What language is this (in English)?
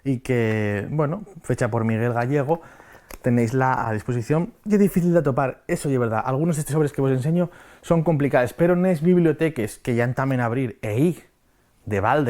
Asturian